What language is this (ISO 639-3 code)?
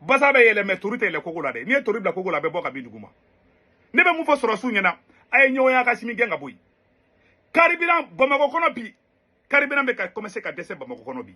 bam